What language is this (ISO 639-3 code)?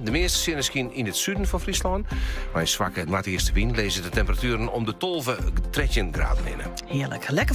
fry